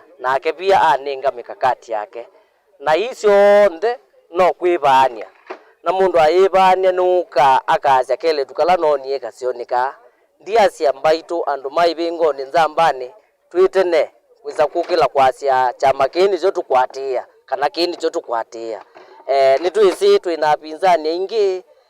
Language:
Kamba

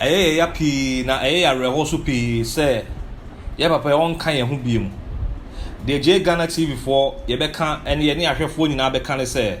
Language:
Akan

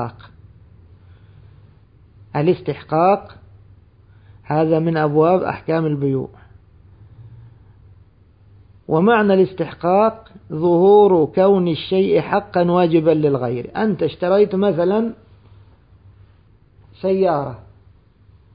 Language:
Arabic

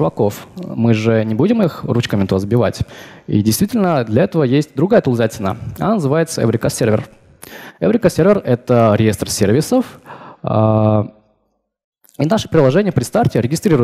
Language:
Russian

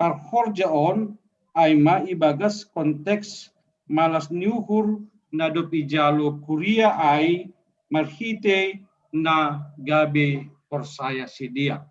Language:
Batak Simalungun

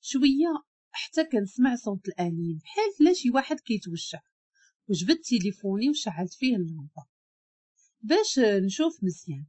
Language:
Moroccan Arabic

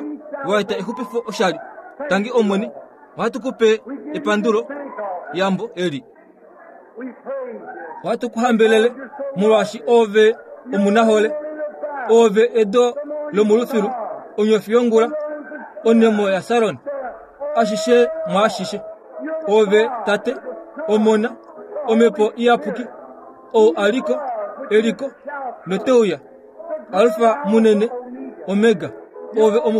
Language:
Kuanyama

